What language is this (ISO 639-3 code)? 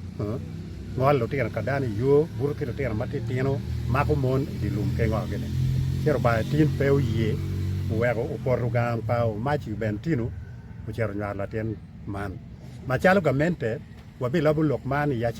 ach